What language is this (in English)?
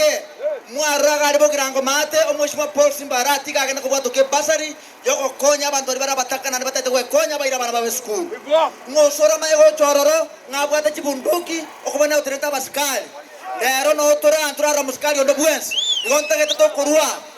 Gusii